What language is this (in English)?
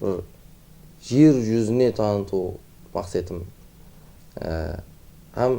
Kara-Kalpak